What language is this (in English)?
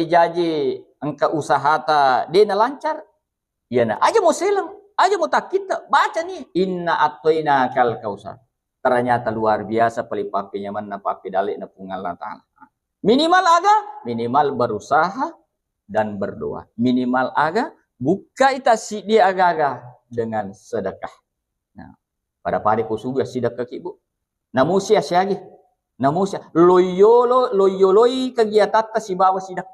Buginese